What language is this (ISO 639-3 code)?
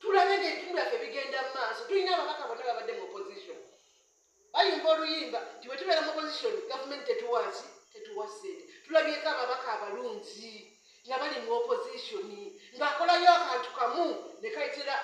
lug